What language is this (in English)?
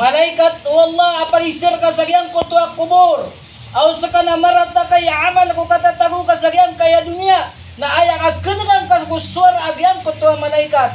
Maranao